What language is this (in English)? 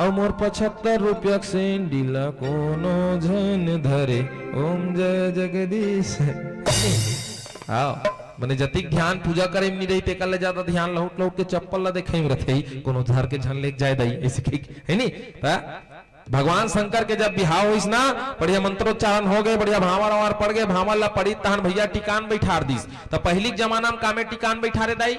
Chhattisgarhi